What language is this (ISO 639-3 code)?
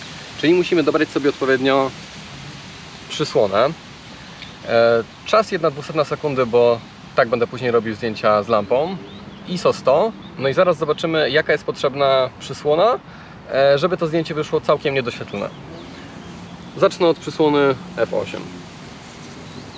pol